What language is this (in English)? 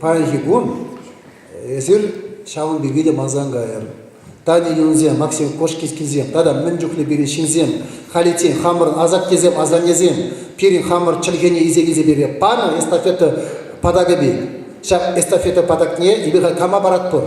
Chuvash